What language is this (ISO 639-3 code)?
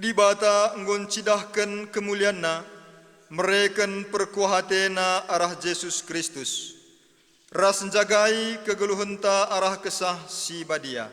btx